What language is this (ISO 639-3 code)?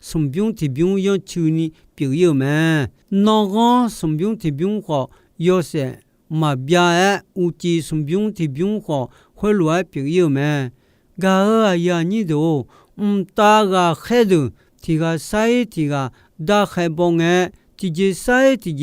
ahk